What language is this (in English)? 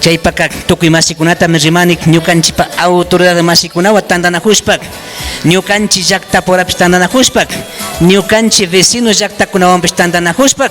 Imbabura Highland Quichua